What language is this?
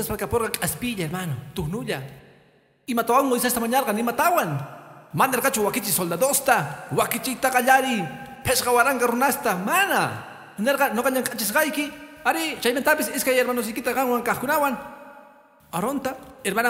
Quechua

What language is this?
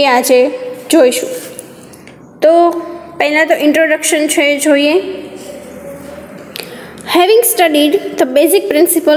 Gujarati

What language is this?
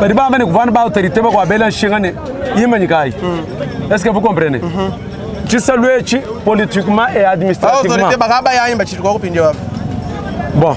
Luba-Lulua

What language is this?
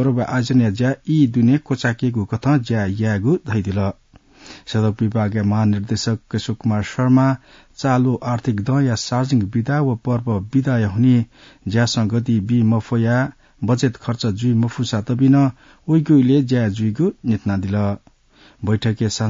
Newari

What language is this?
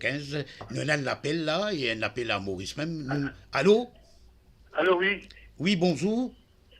Morisyen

